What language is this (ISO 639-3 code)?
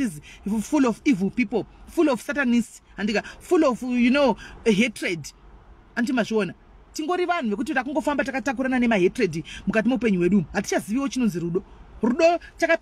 sna